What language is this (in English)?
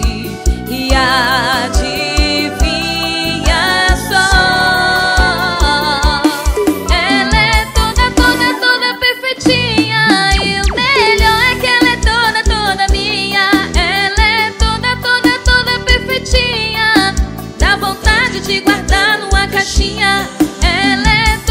Portuguese